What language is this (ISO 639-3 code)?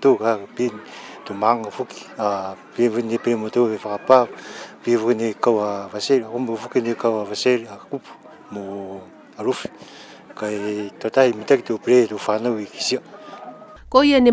niu